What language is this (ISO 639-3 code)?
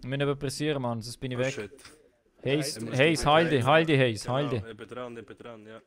gsw